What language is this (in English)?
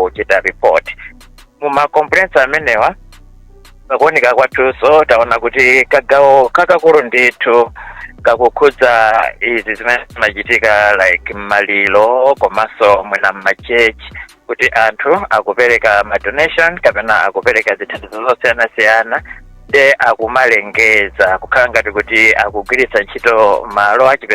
Nyanja